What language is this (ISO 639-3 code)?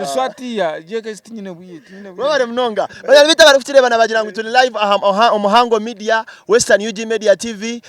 nyn